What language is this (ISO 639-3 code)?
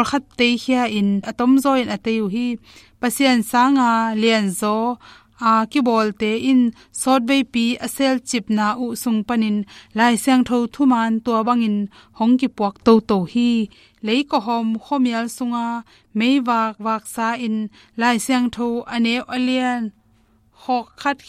ctd